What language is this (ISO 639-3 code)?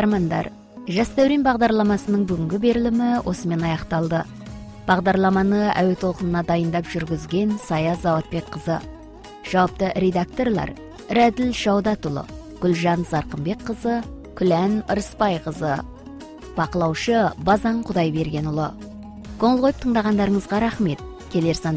kaz